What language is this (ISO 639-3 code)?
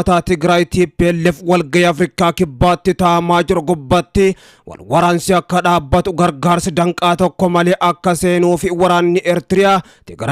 orm